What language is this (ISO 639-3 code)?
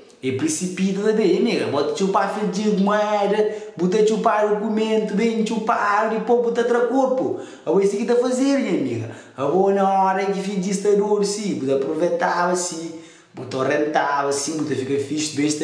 kea